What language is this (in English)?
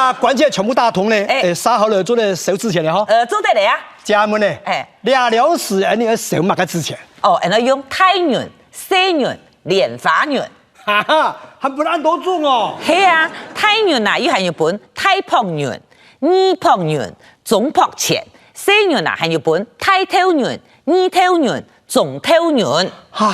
Hakka Chinese